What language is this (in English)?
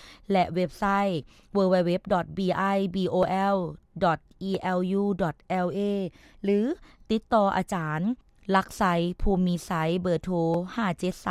Lao